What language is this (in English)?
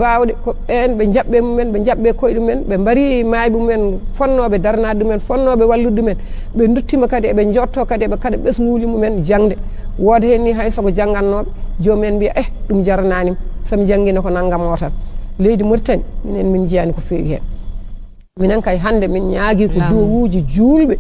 Fula